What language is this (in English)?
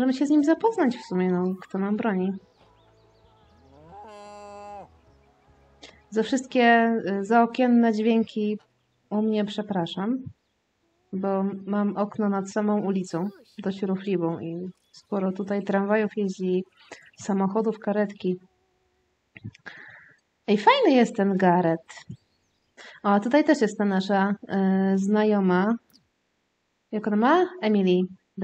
Polish